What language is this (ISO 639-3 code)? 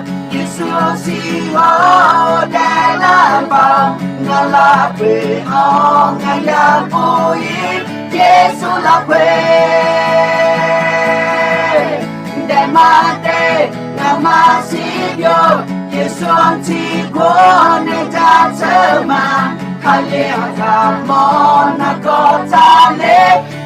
ahk